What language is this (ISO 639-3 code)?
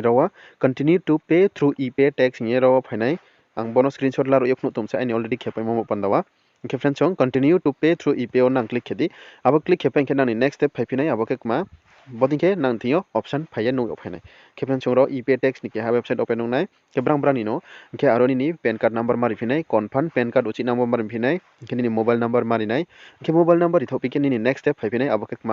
ria